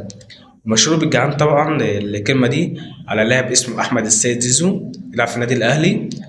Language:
Egyptian Arabic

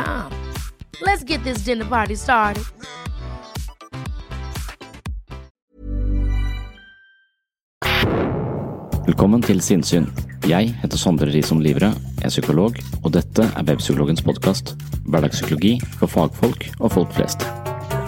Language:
Norwegian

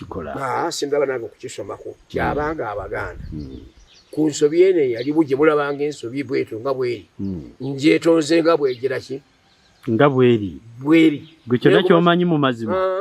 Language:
Ganda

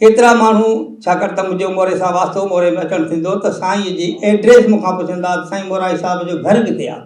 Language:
Sindhi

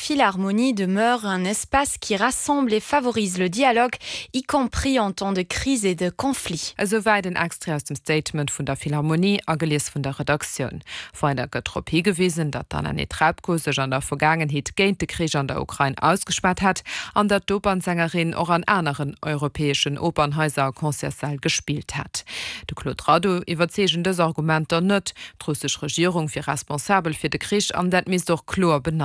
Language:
Luxembourgish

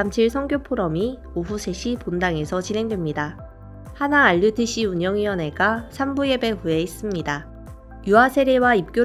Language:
Korean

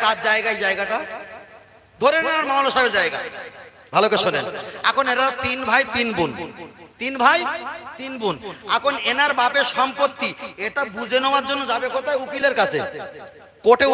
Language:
Bangla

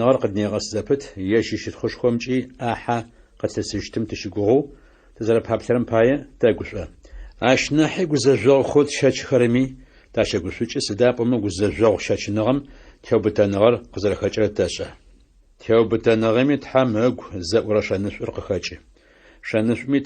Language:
Adyghe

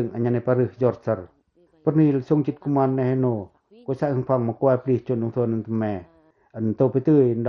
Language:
Pacoh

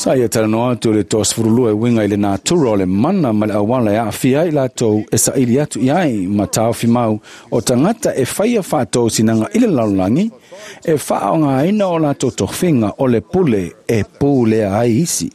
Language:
Samoan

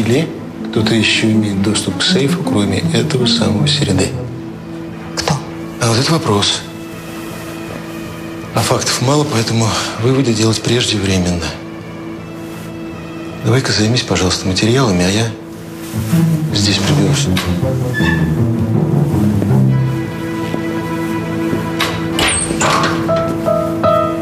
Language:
Russian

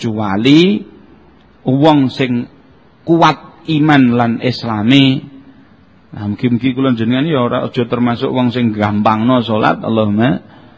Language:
Javanese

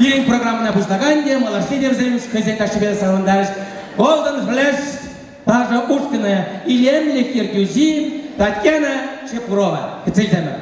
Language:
Chuvash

